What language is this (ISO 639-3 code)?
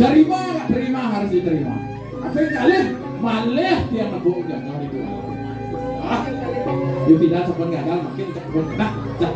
ban